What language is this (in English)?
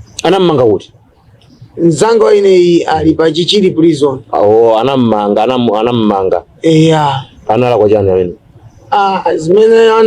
Nyanja